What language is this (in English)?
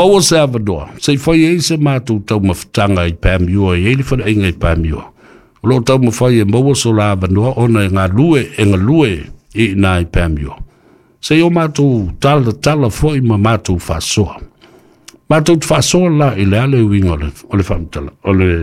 Samoan